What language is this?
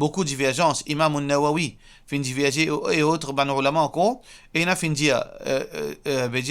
Morisyen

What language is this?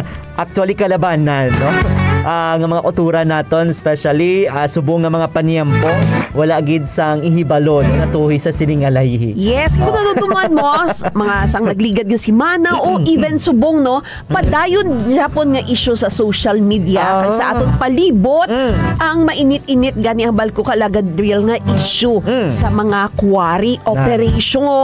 Hiligaynon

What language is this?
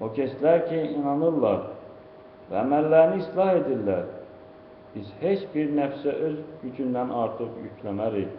Azerbaijani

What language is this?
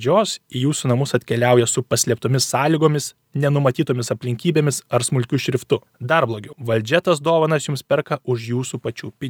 Lithuanian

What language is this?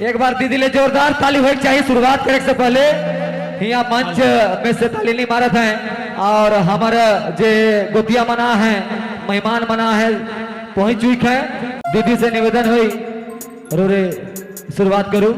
Sadri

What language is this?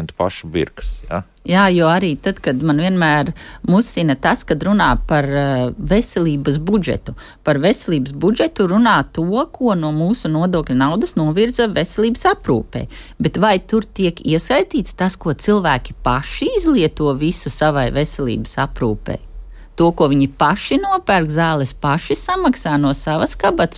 Latvian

